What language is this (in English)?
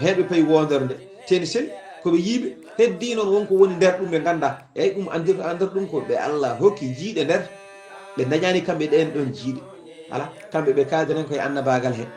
Fula